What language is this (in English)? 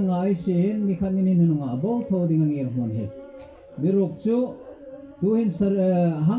Hmar